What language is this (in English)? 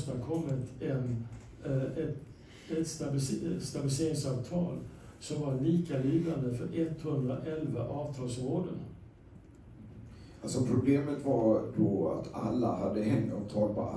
Swedish